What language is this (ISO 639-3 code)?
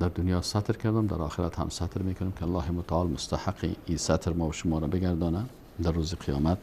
fas